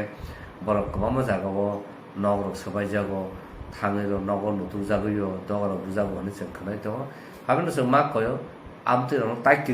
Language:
Kok Borok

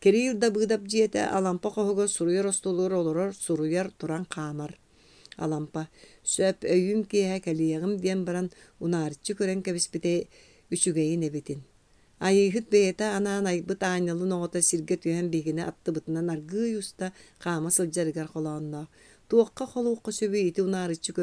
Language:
Yakut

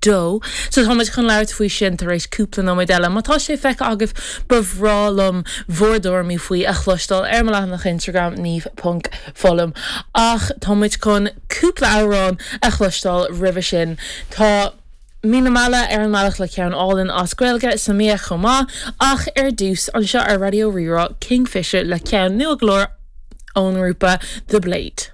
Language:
Irish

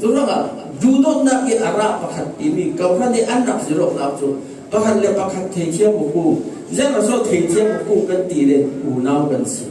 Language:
Falam Chin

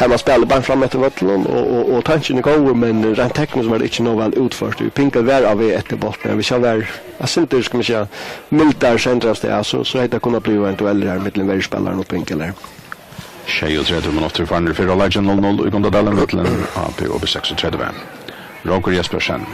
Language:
Faroese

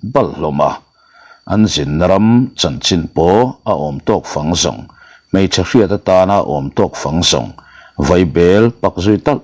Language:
Mizo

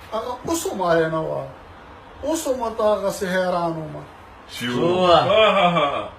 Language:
Pashto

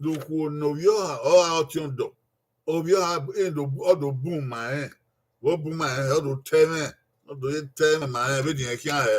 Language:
Bini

